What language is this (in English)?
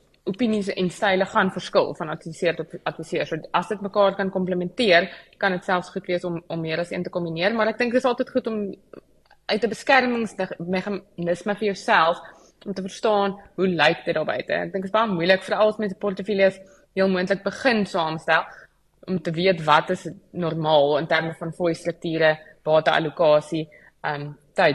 Afrikaans